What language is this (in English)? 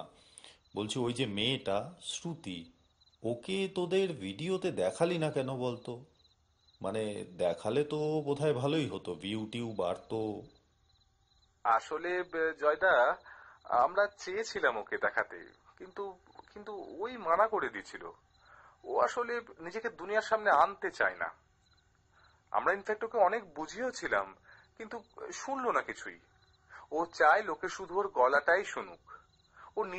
Bangla